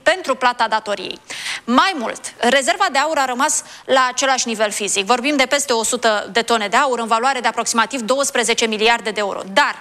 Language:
Romanian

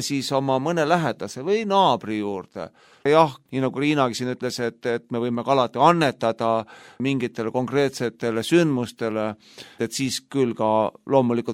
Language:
Estonian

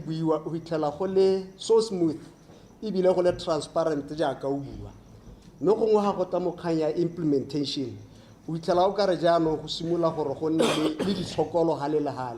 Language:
Tswana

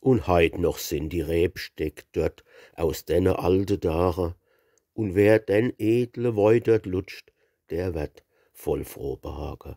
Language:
Palatine German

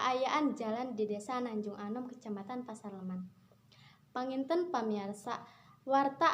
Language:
Sundanese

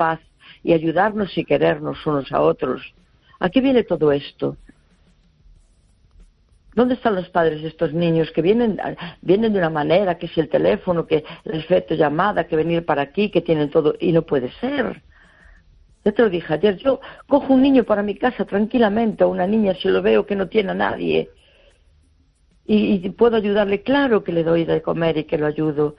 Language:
Spanish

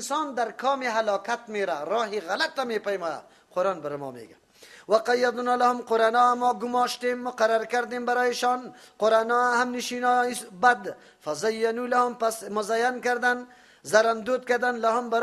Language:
Persian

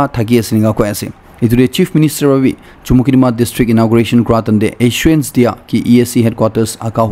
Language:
Naga Pidgin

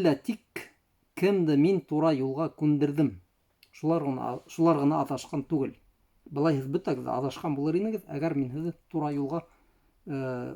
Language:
Bashkir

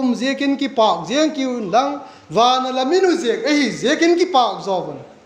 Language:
Vaiphei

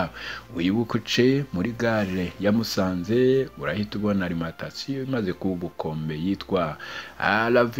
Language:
Kinyarwanda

